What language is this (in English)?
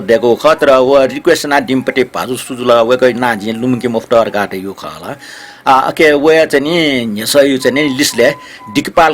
Newari